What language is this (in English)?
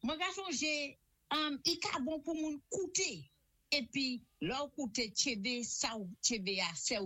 Saint Lucian Creole French